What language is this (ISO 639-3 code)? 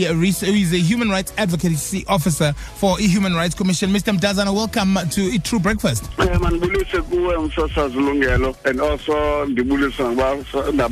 xho